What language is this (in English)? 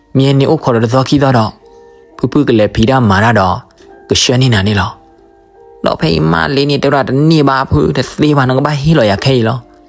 S'gaw Karen